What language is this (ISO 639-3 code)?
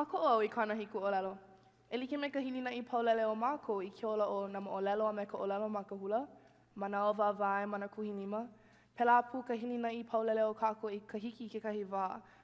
haw